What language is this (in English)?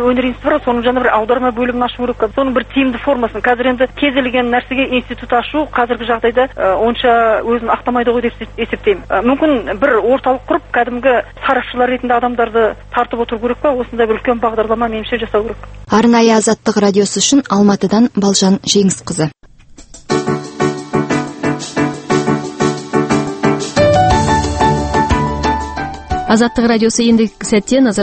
Kazakh